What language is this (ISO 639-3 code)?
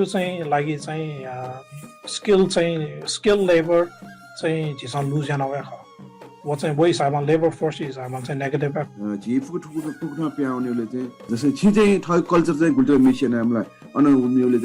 new